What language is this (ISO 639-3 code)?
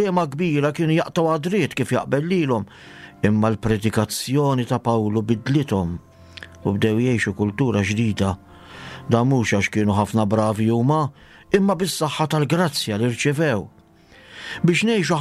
mlt